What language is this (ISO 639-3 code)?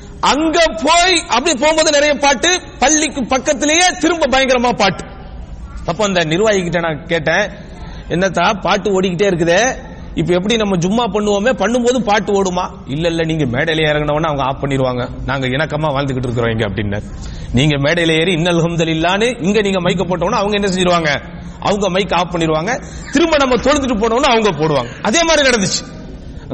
tam